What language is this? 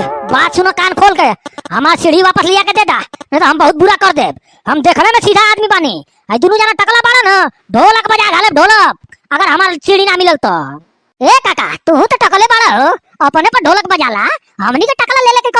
Bhojpuri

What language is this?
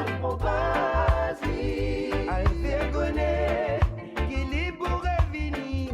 Morisyen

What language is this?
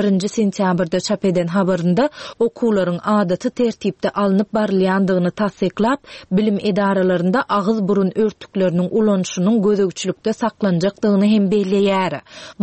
Turkmen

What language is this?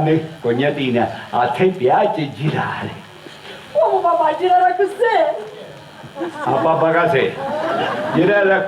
Sicilian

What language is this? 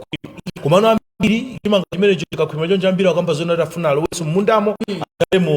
Nyanja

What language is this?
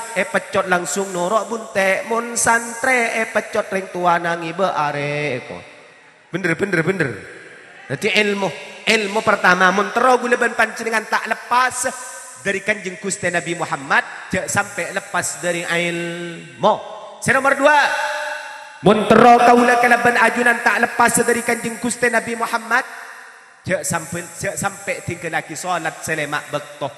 Madurese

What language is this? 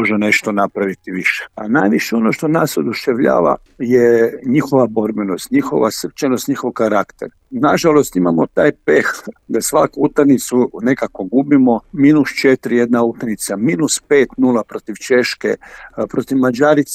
Croatian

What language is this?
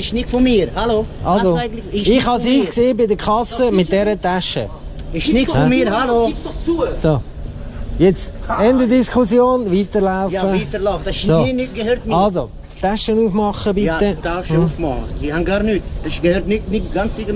Swiss German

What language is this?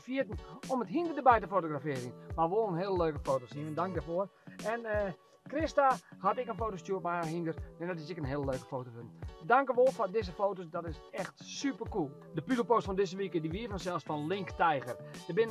Western Frisian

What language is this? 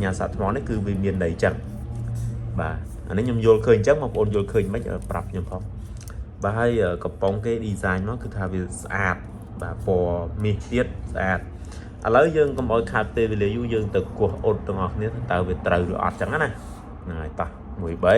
Khmer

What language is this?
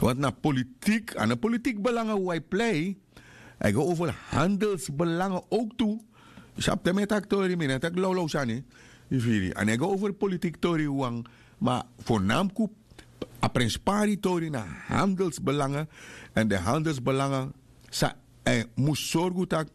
Sranan Tongo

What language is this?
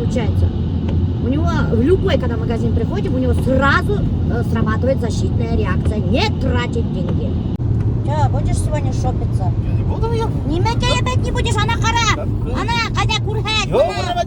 Bashkir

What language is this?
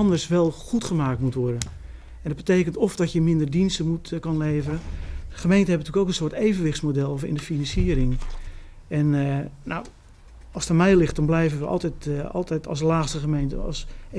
Dutch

